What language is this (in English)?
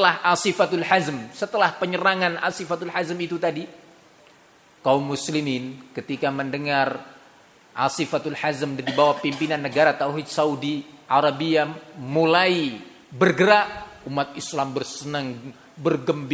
Indonesian